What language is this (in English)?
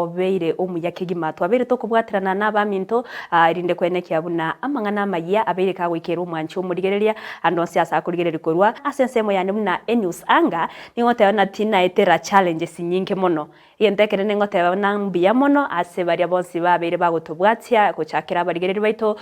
Gusii